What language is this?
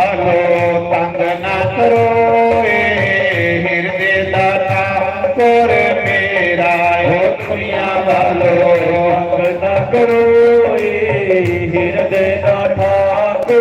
Dogri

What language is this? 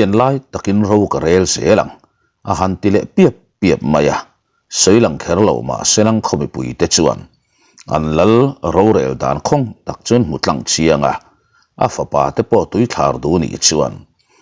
Mizo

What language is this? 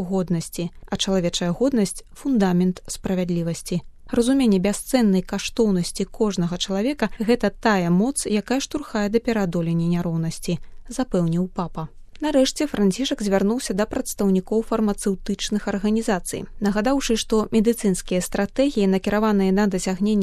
Belarusian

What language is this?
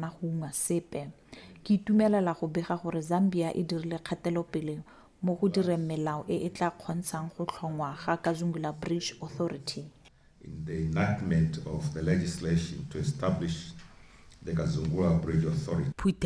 Tswana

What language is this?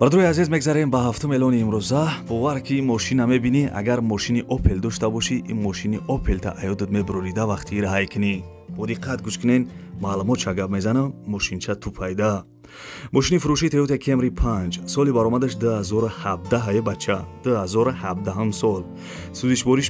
Tajik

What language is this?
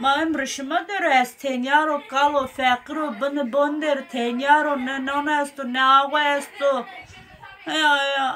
Zaza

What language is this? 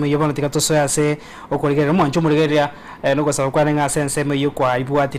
Gusii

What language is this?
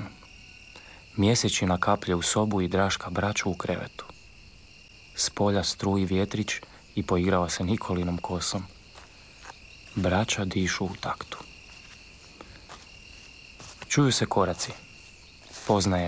Croatian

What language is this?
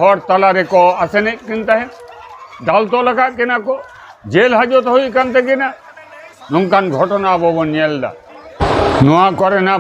Santali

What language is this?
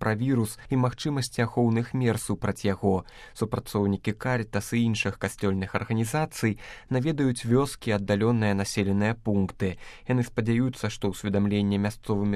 Belarusian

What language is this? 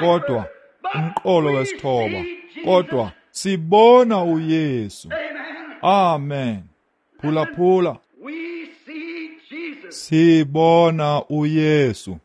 Xhosa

